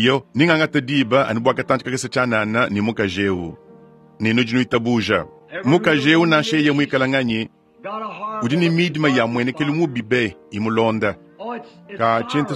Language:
Luba-Lulua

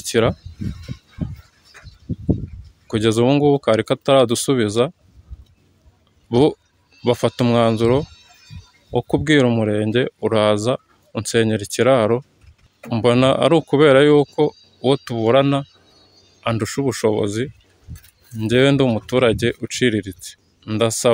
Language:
Kinyarwanda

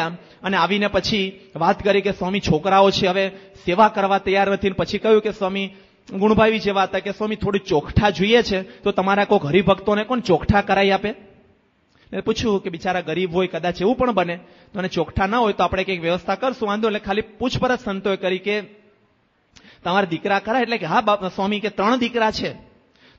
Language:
Gujarati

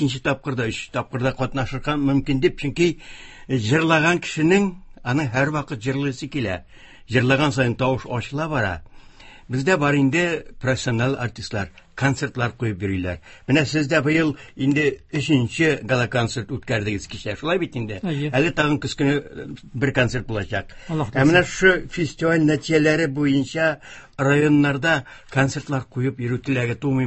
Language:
Tatar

